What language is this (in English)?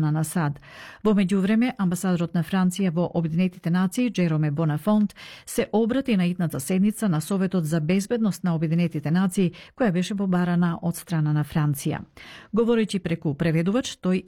Macedonian